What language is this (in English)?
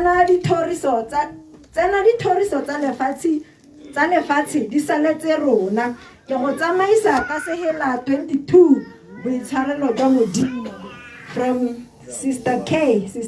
Tswana